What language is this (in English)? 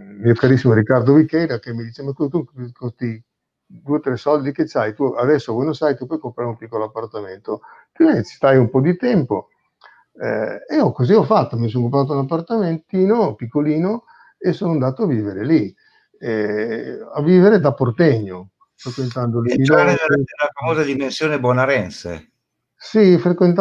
Italian